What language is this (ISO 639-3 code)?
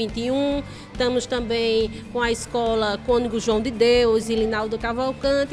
por